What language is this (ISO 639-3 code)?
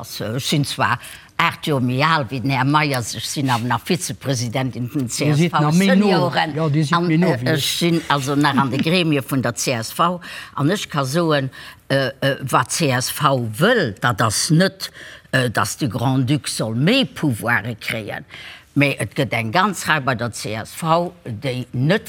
ltz